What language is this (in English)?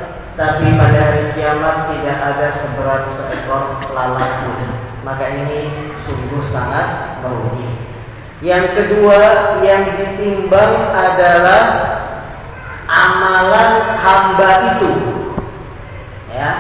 Indonesian